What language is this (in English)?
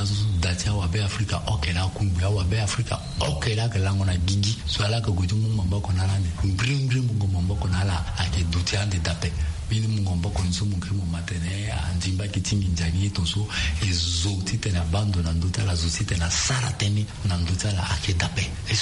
Sango